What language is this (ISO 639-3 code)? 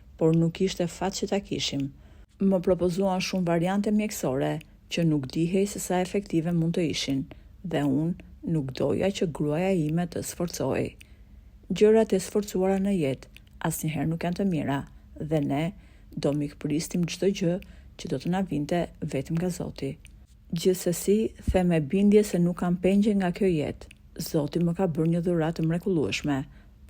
sqi